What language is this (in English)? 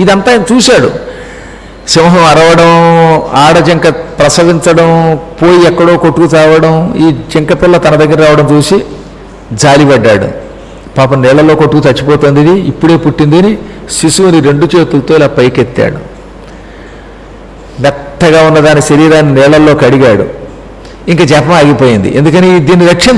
Telugu